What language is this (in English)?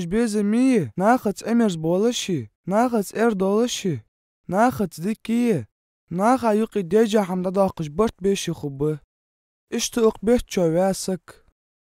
Ingush